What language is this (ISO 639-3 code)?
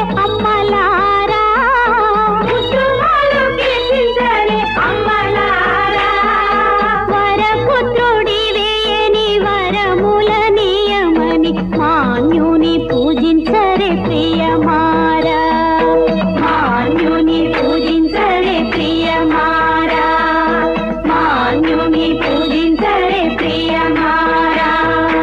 tel